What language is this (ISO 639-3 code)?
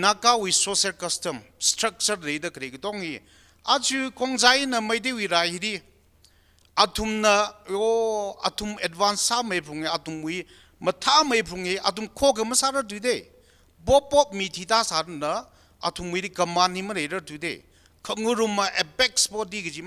nmf